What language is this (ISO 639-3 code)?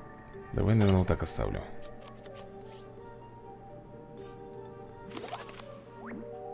rus